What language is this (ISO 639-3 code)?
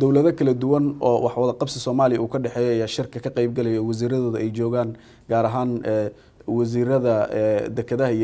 som